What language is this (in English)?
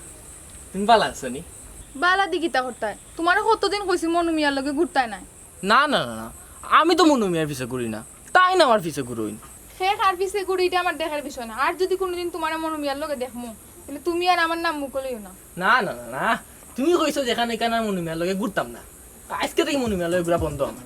Sylheti